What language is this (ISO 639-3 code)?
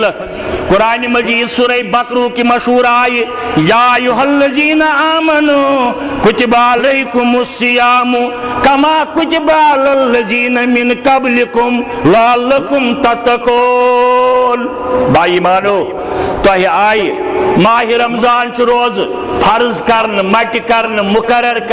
kas